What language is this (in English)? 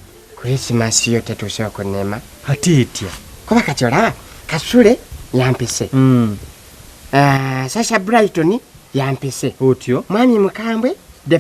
Ganda